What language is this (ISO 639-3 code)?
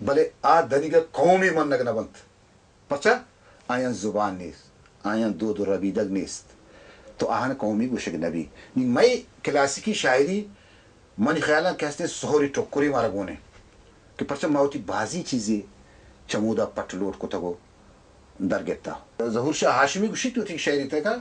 bal